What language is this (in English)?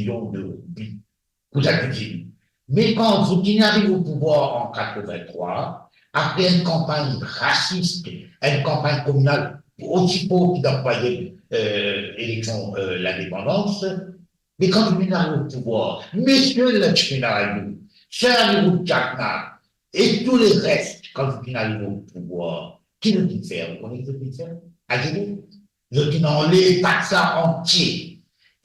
Morisyen